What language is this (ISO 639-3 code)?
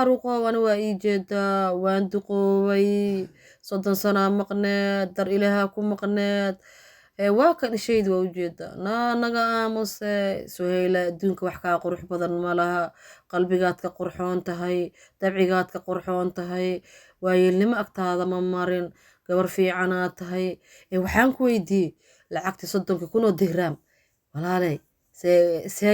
som